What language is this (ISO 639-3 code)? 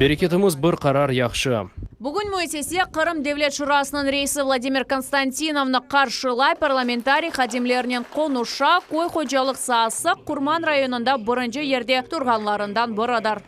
crh